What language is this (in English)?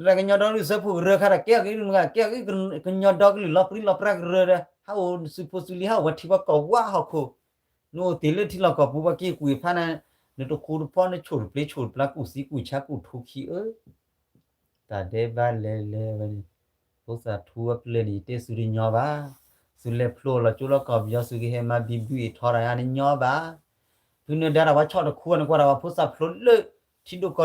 S'gaw Karen